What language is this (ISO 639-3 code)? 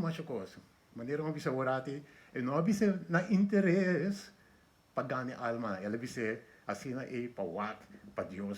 pap